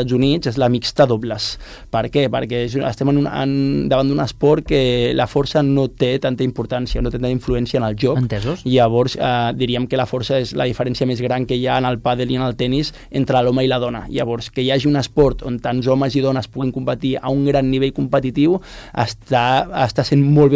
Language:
Catalan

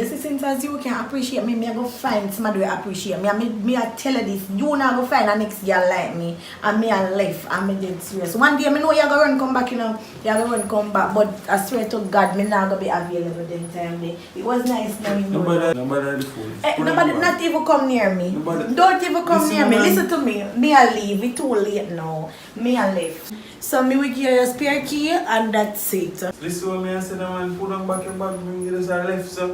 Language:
Jamaican Creole English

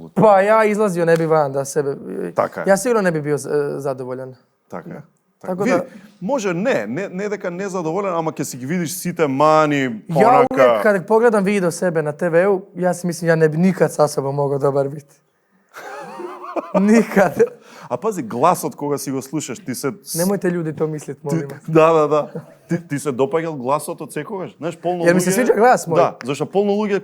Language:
Macedonian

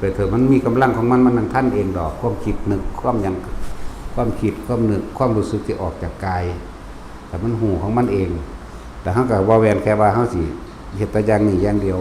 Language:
Northeastern Thai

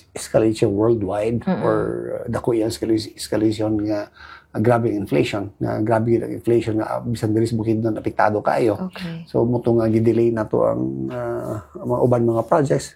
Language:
Cebuano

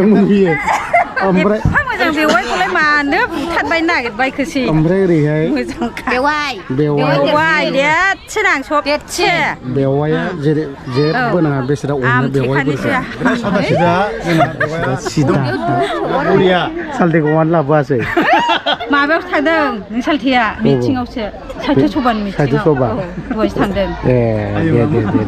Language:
Bodo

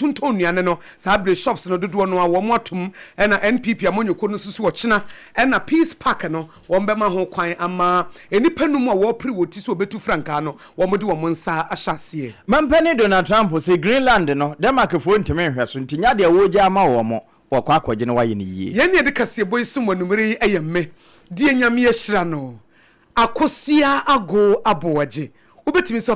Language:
Akan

